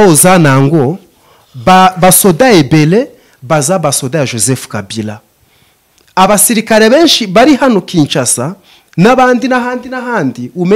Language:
Kinyarwanda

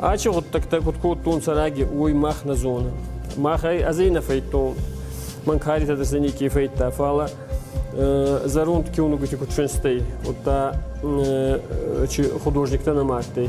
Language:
Ossetic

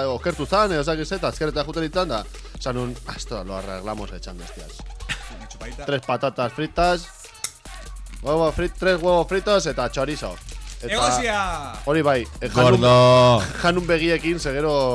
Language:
Basque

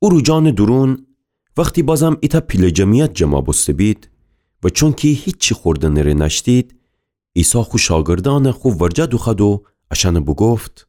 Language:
Gilaki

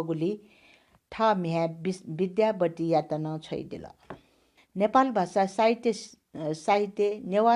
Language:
Newari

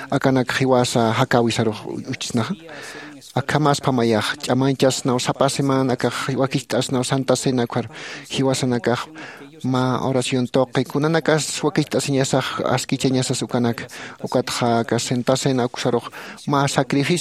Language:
Aymara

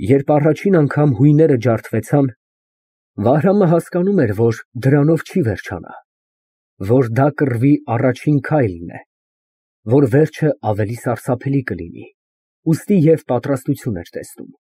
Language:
Armenian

